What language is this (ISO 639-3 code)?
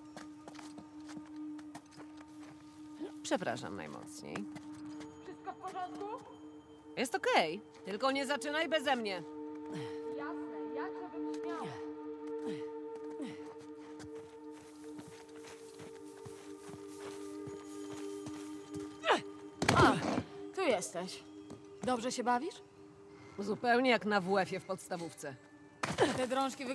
pol